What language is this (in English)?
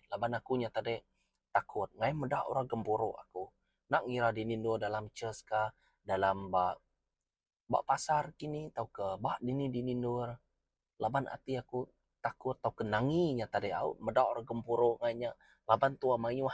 Iban